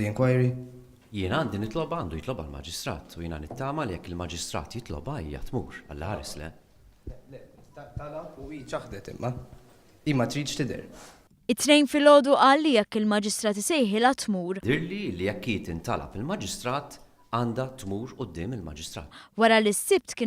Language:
Maltese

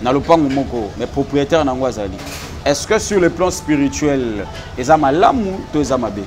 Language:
Lingala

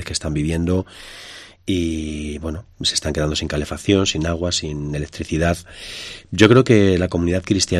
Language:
Spanish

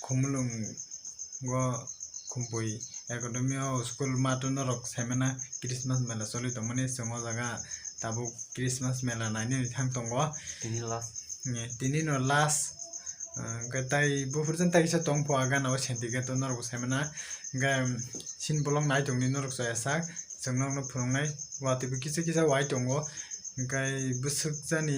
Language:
Kok Borok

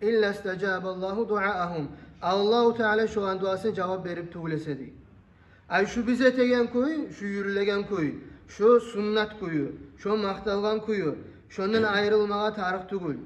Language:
Kumyk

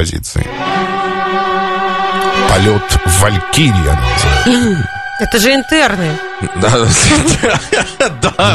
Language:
Russian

